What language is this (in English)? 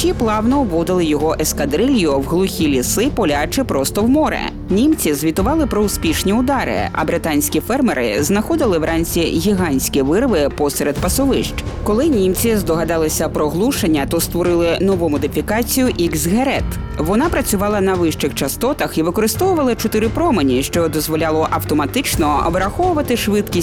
Ukrainian